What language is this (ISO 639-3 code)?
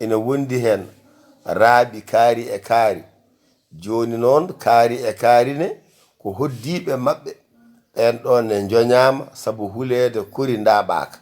ful